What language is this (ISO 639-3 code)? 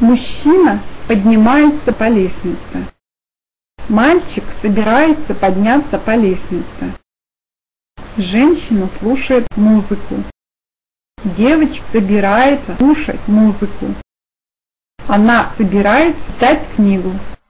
rus